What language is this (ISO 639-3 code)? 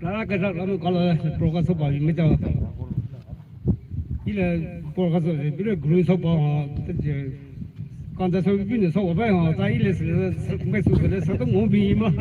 pmx